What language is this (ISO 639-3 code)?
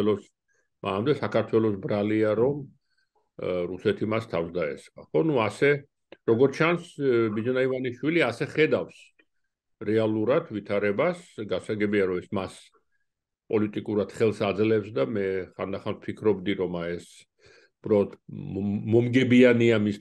kat